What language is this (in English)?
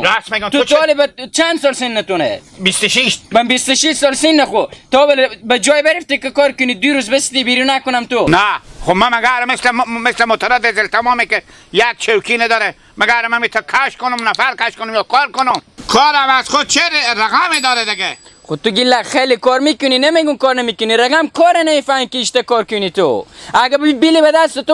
Hazaragi